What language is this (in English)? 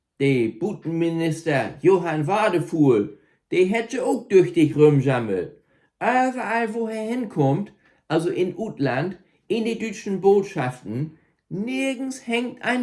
Low German